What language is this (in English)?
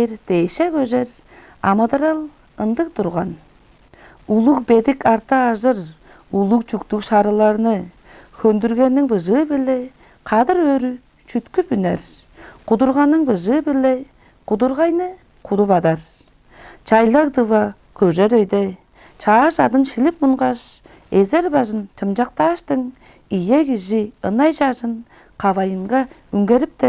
Tuvinian